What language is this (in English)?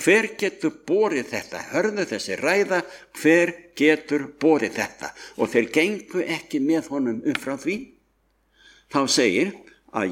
Icelandic